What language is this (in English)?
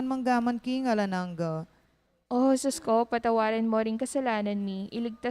Pampanga